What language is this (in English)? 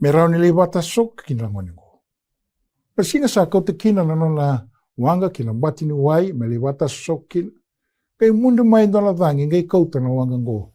Fijian